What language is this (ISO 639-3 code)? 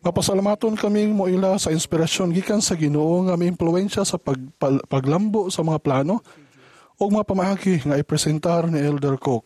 ceb